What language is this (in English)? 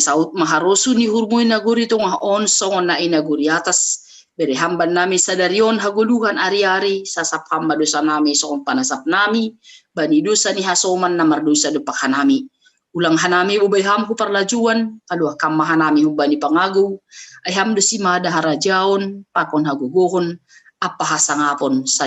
Batak Simalungun